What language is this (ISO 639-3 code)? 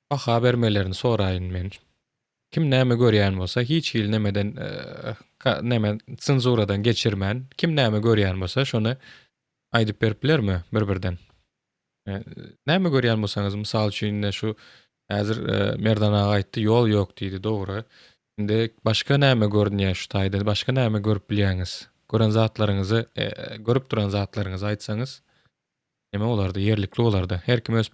tuk